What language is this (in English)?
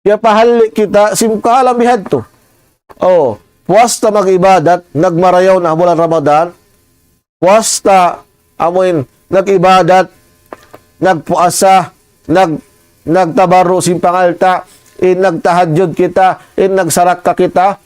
Tausug